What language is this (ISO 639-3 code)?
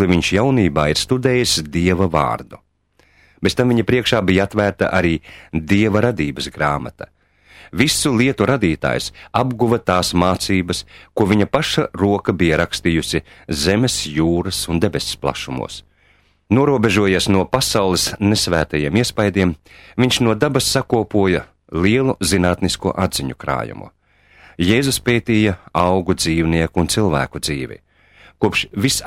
lav